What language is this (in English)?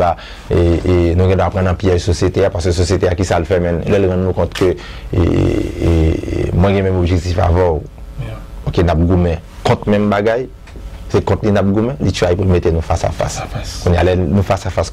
Haitian Creole